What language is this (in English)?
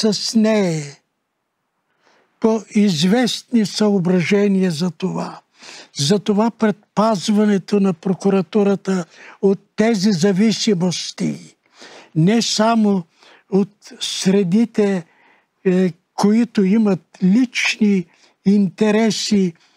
Bulgarian